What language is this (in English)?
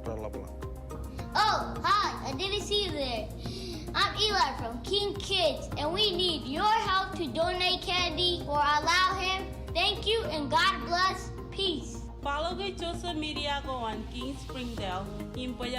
Marshallese